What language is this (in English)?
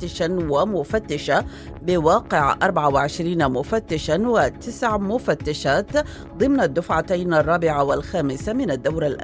Arabic